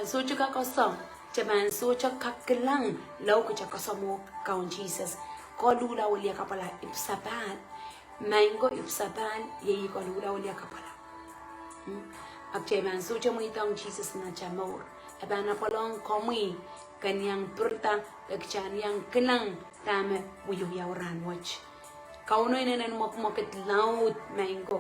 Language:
Pohnpeian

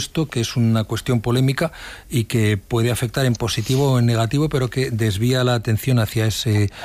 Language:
Spanish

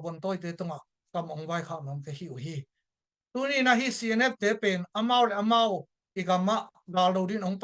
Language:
Tedim Chin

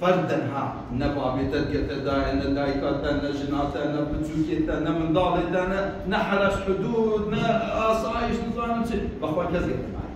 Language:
Kurdish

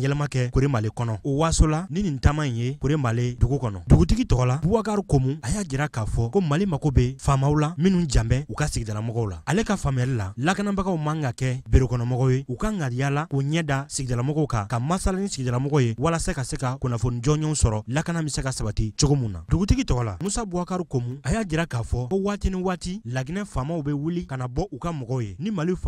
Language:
Bambara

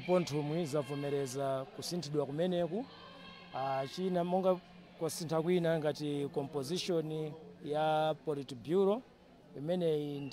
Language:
Nyanja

